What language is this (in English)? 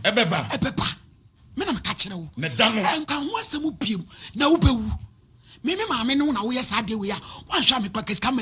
Akan